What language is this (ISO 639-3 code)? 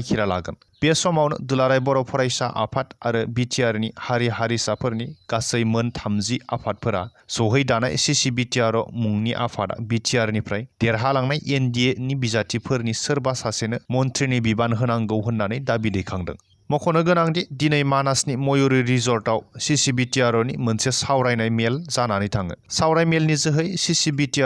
brx